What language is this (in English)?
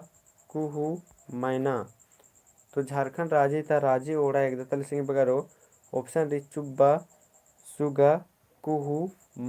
Kurukh